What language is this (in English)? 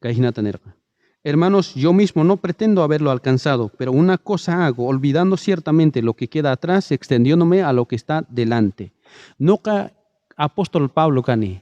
South Bolivian Quechua